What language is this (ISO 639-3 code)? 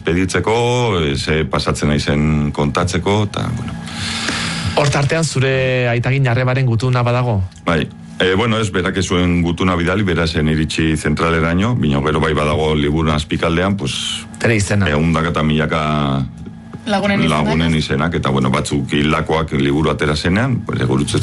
eus